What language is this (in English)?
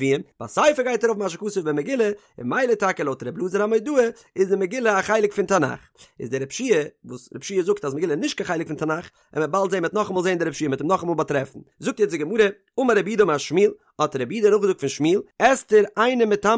Yiddish